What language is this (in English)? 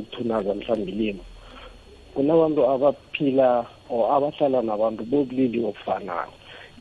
South Ndebele